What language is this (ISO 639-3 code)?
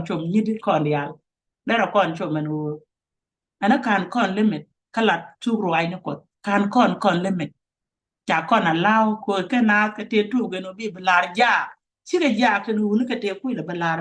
nus